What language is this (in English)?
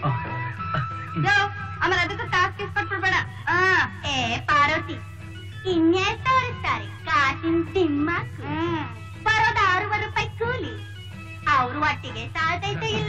Kannada